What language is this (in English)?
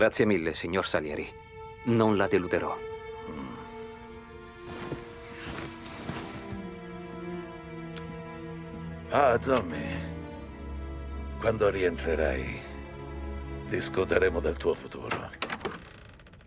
Italian